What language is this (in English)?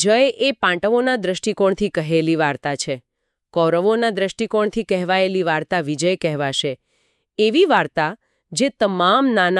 Gujarati